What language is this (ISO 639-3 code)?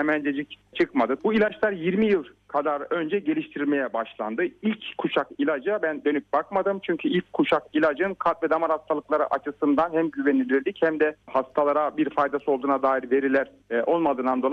tur